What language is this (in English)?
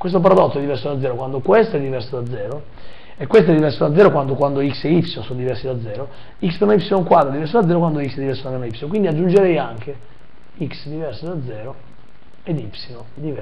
Italian